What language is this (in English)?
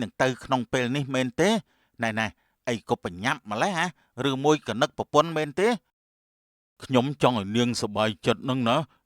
Khmer